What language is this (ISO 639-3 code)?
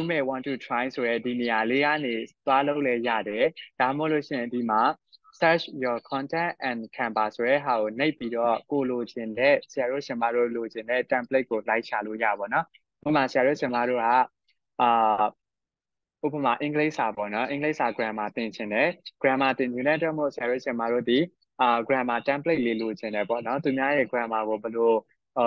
mya